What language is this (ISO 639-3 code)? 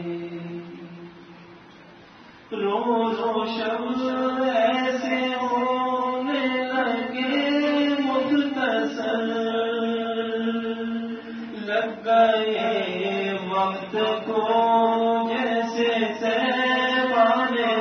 urd